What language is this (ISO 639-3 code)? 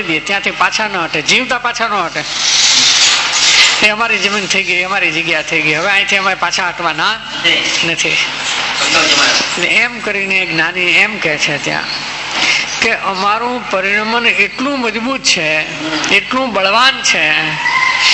guj